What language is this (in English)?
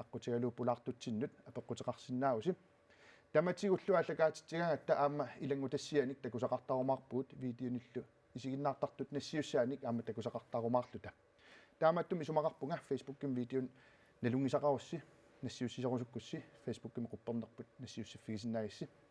Kalaallisut